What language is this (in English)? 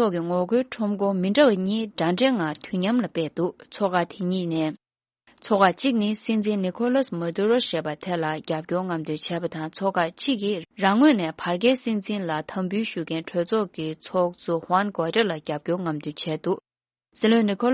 Tibetan